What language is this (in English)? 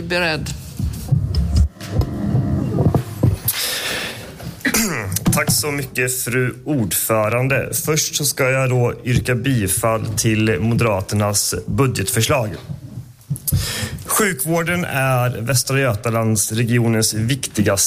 Swedish